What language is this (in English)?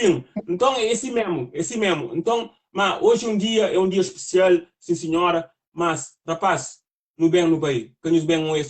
Kabuverdianu